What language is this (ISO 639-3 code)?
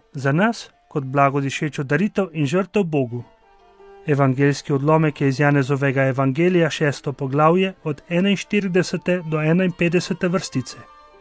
slv